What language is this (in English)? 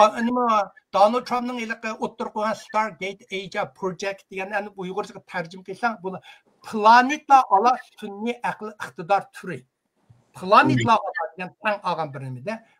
Uyghur